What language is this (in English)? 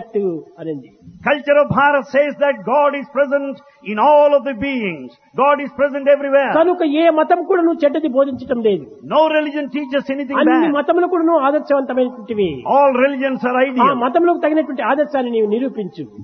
Telugu